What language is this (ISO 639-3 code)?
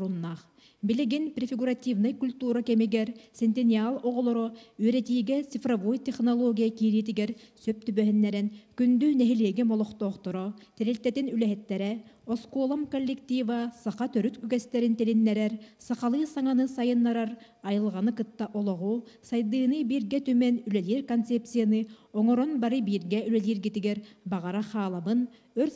sah